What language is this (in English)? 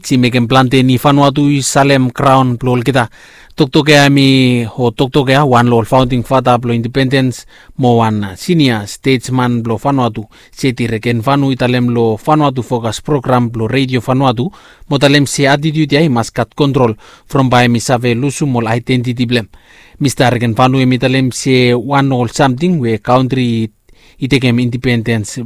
Bislama